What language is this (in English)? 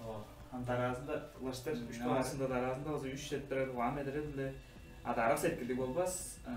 Tuvinian